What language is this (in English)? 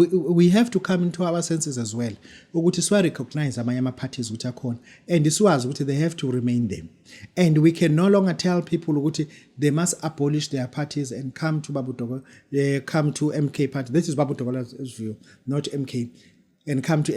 Zulu